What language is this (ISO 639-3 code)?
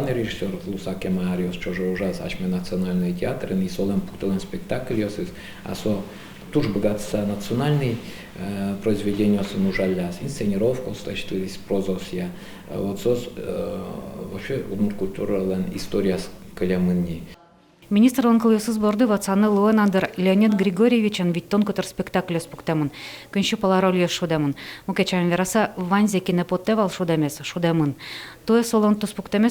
udm